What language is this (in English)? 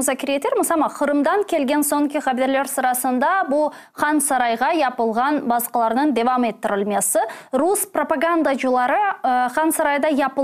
Crimean Tatar